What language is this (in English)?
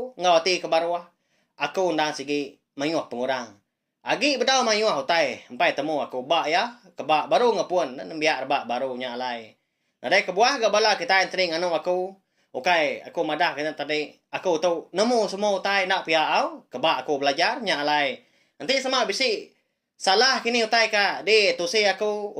Iban